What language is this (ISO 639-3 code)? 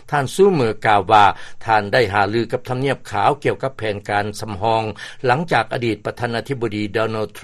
lao